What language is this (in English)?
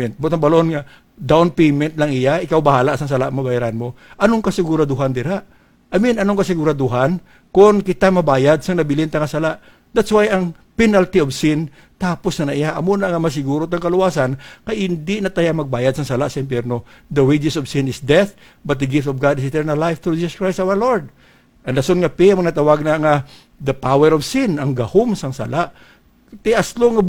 Hiligaynon